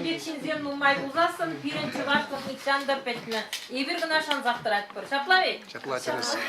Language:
Chuvash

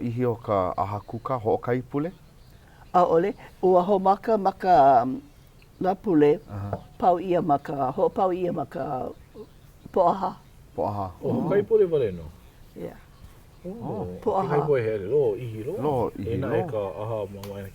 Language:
Hawaiian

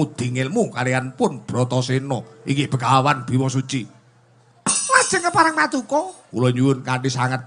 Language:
Javanese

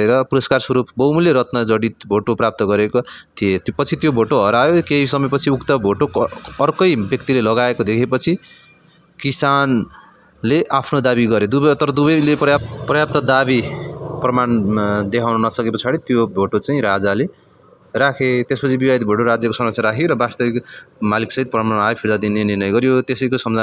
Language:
Nepali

